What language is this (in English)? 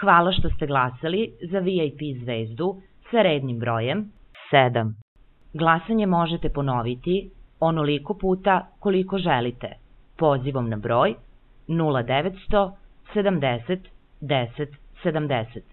Serbian